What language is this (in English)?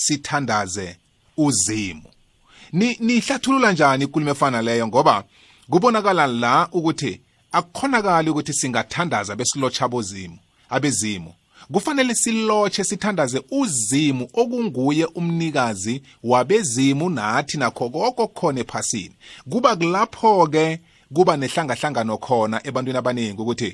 South Ndebele